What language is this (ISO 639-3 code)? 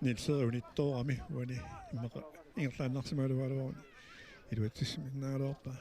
kal